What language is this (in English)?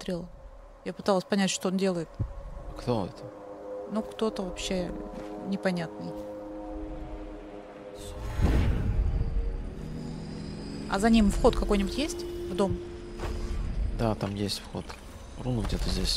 Russian